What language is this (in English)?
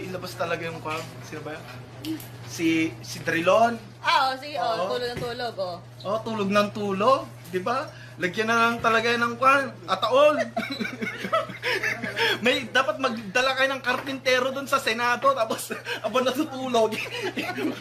Filipino